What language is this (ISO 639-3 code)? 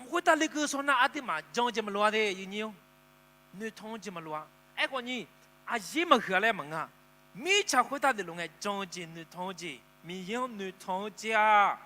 ahk